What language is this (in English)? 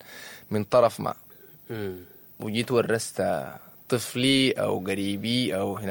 Sudanese Arabic